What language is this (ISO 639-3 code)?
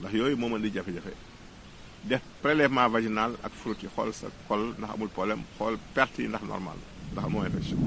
wol